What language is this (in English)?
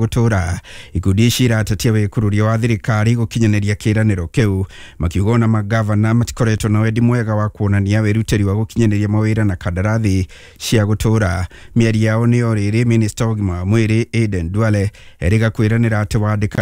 Kikuyu